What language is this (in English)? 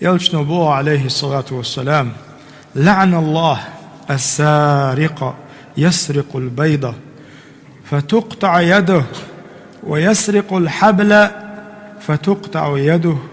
Chechen